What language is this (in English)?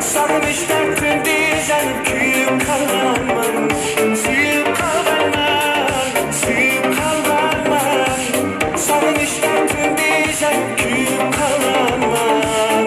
Kara-Kalpak